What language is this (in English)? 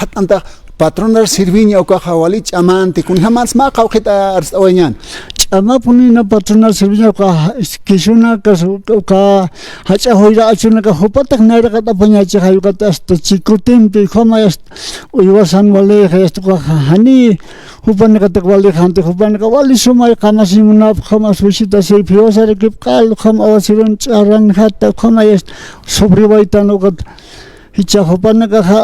Aymara